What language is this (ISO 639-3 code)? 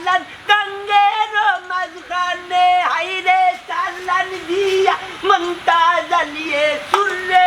syl